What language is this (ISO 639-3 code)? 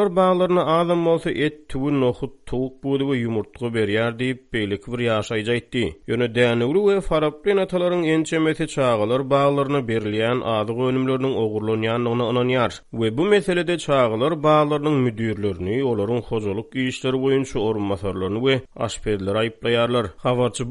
tuk